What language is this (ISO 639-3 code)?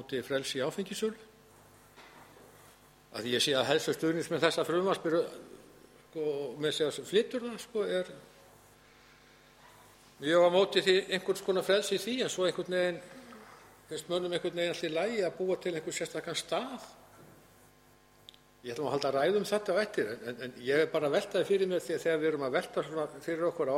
isl